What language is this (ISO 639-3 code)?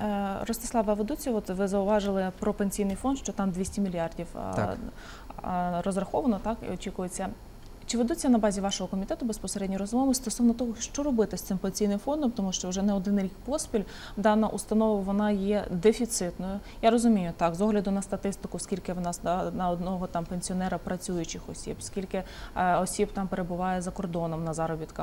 ukr